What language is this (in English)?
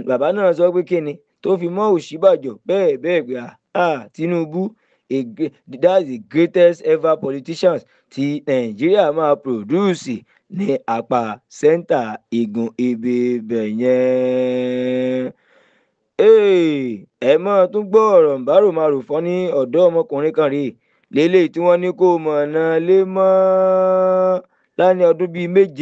Yoruba